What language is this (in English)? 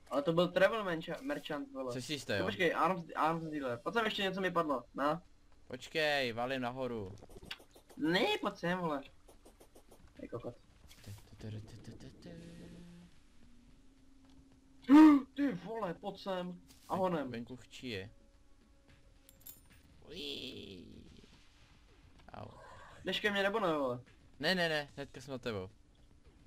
Czech